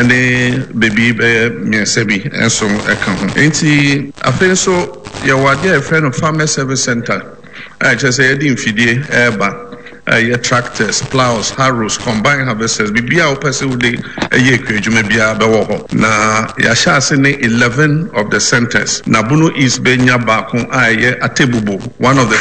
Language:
Akan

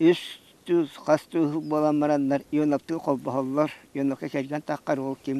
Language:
Yakut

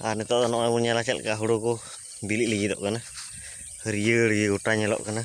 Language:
Santali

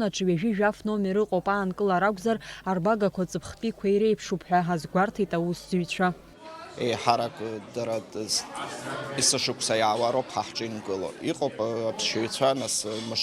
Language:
Abkhazian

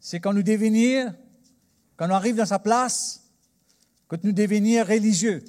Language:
Morisyen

